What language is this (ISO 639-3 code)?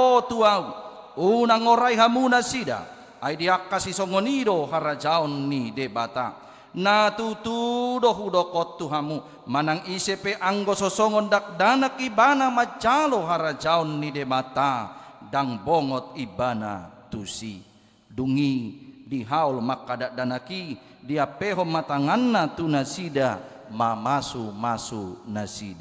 bbc